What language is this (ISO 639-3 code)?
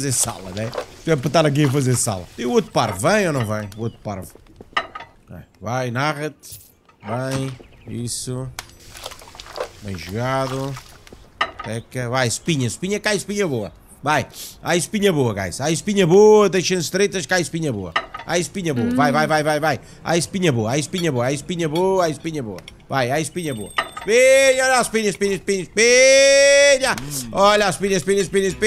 por